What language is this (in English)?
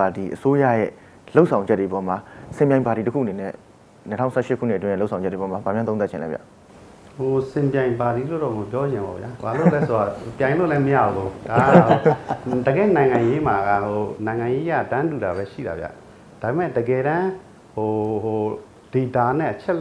Burmese